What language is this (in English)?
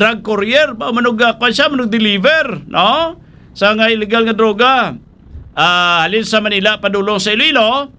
Hiligaynon